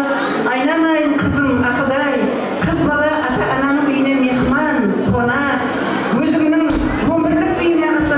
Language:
Kara-Kalpak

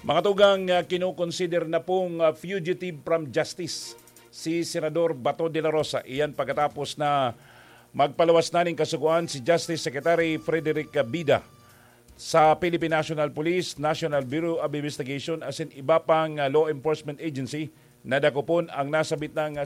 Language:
Bikol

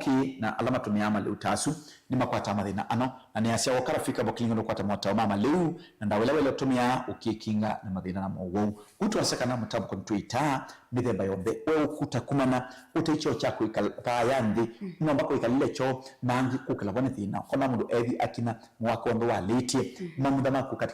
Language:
Kamba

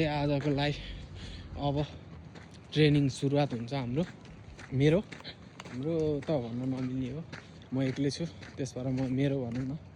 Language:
Nepali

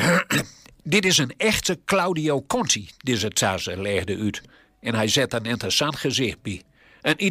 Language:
Gronings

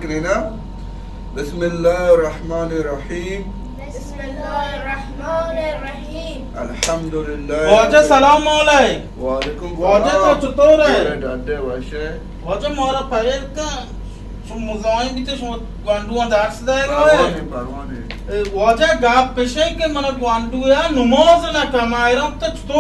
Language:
Baluchi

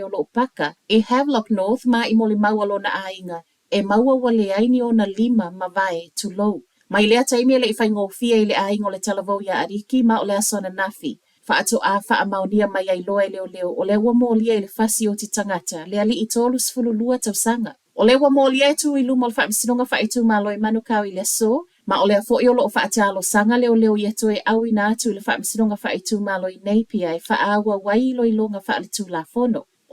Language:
Samoan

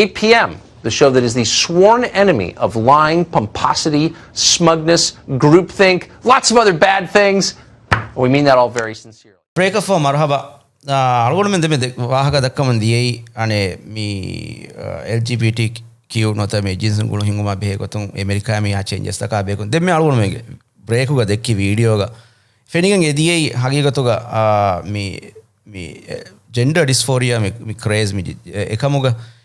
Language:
Divehi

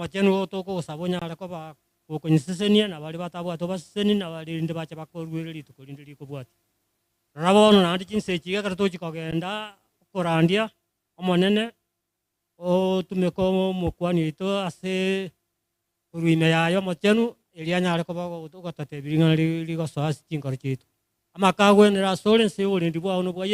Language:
Gusii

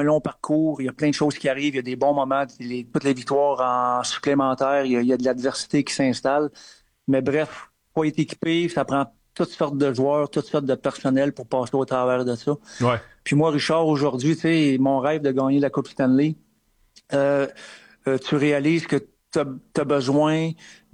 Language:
French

